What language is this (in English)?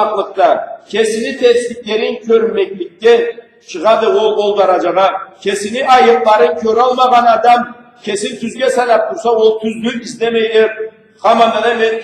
Karachay-Balkar